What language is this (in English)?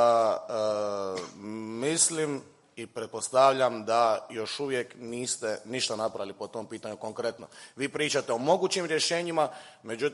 Croatian